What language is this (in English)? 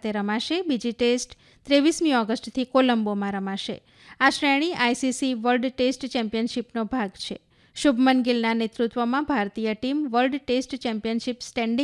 Gujarati